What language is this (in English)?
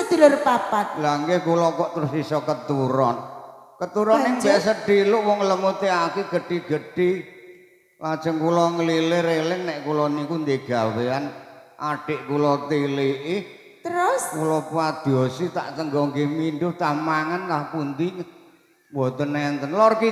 Javanese